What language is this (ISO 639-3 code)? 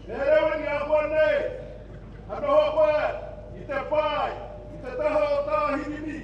mri